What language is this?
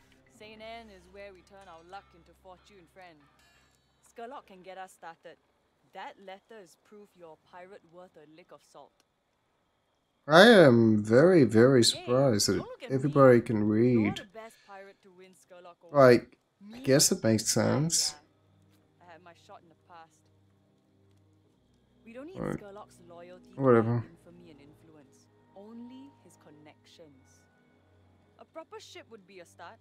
English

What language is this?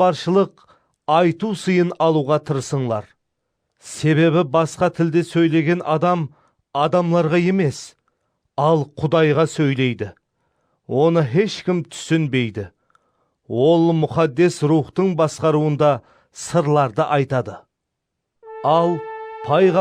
Kara-Kalpak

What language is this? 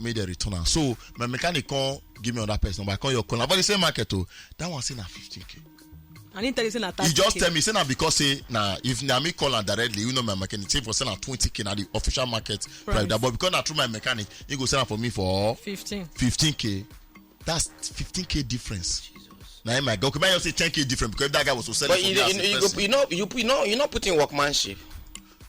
Nigerian Pidgin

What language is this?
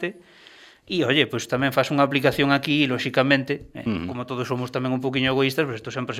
Galician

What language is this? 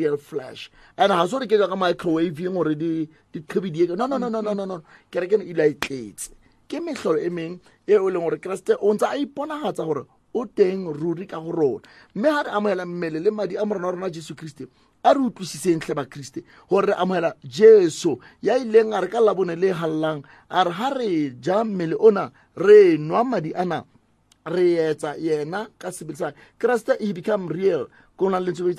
Southern Sotho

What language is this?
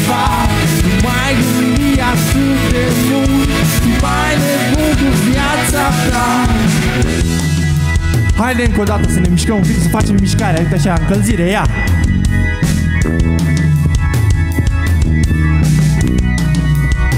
Romanian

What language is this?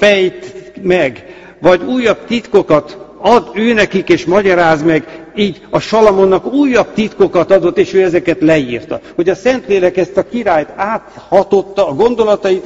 Hungarian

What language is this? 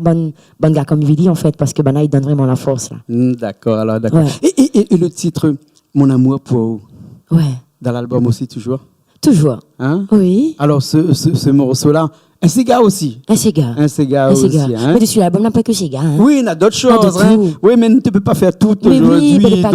Réunion Creole French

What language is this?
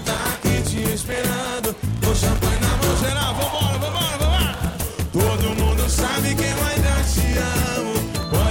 Portuguese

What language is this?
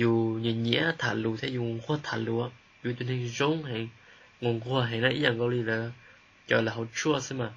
Hmong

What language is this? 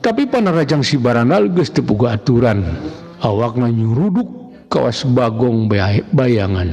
Sundanese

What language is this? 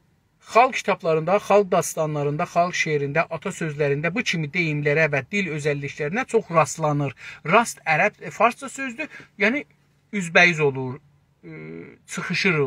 South Azerbaijani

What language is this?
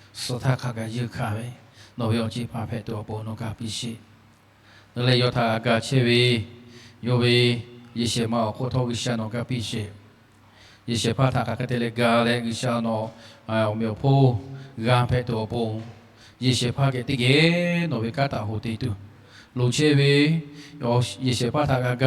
Lahu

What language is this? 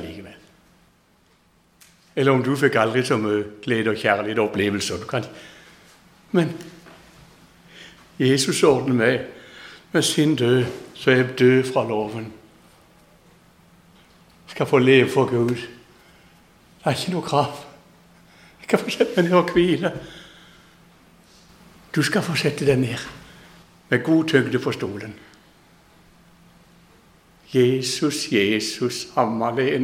Norwegian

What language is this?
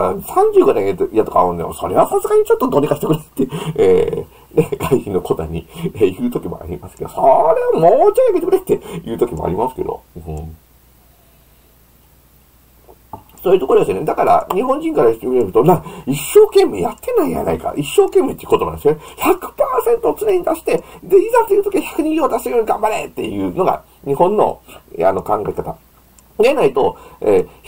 Japanese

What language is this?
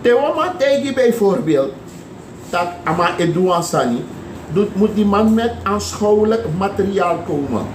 Sranan Tongo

